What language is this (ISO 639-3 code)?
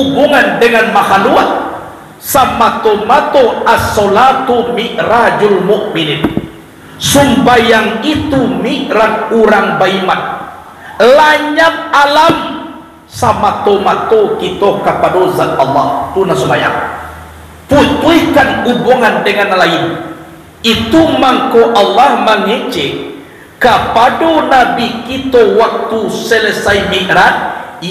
min